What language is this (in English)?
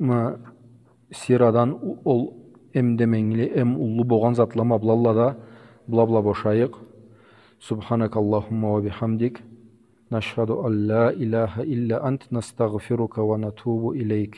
Karachay-Balkar